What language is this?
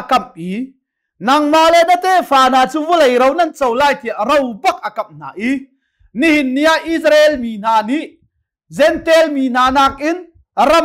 Hakha Chin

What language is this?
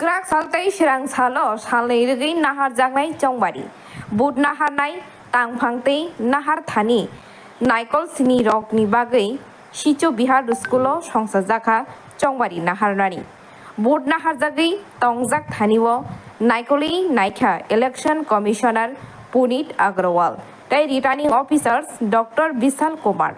Kok Borok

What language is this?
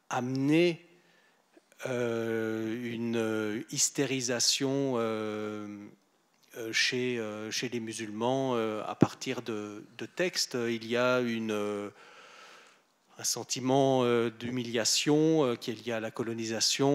French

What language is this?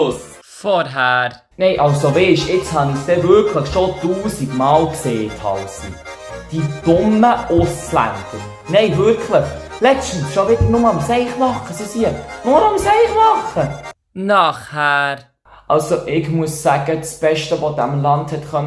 Swiss German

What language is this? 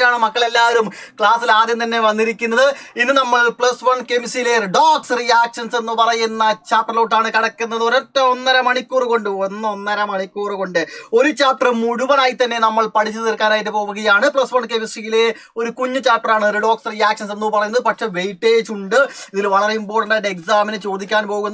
Malayalam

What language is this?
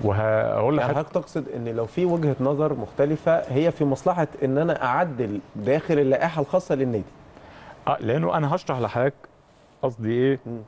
Egyptian Arabic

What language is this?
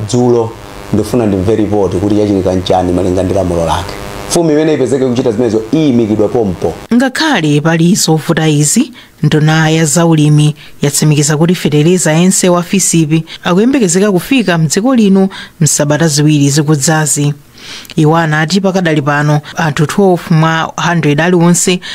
Nyanja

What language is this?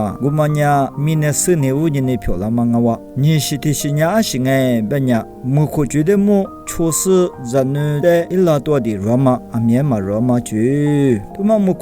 Lisu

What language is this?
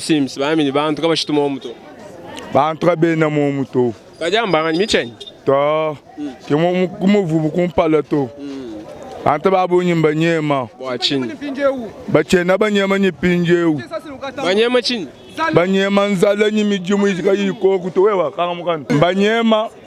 Luba-Lulua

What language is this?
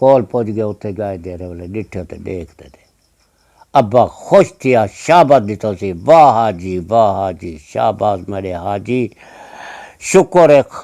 Saraiki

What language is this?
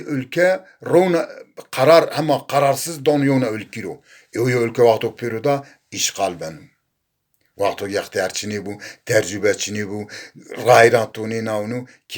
Zaza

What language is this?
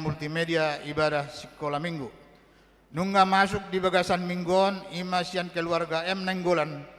Batak Toba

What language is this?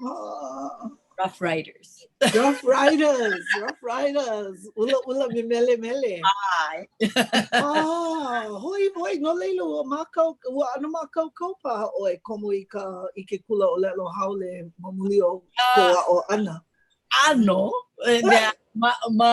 Hawaiian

